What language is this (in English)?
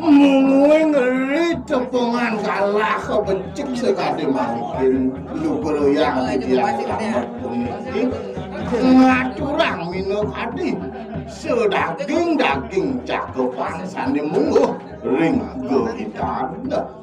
Balinese